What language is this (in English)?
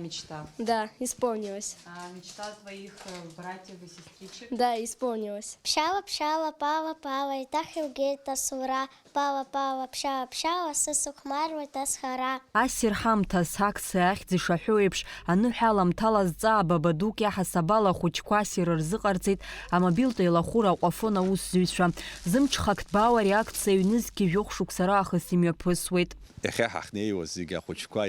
Abkhazian